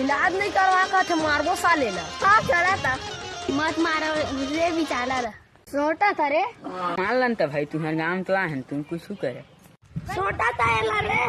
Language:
Chhattisgarhi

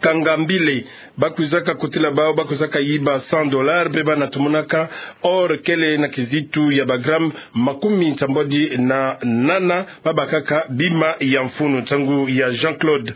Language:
Kituba (Democratic Republic of Congo)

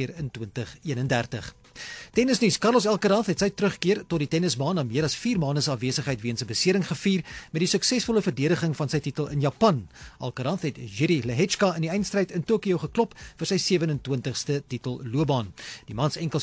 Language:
Afrikaans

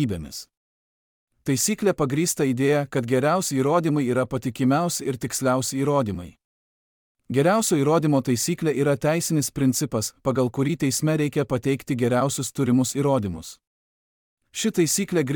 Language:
Lithuanian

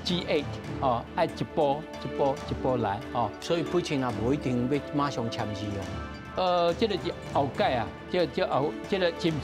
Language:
Min Nan Chinese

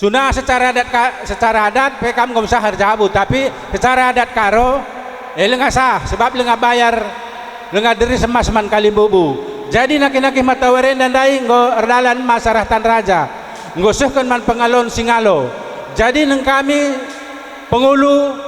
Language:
Batak Karo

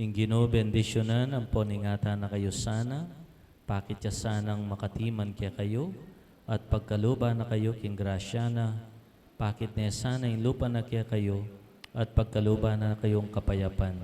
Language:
Pampanga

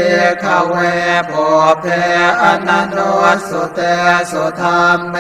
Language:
Pali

